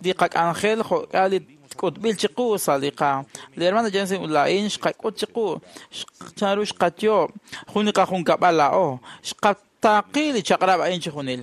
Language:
Kekchí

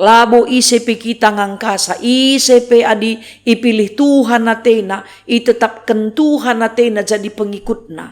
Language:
Batak Karo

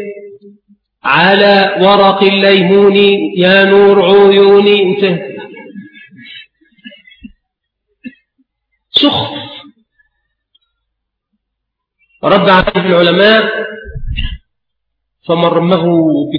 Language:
Arabic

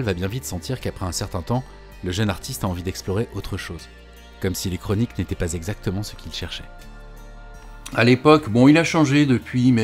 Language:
French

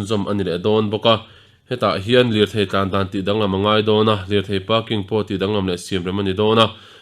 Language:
Mizo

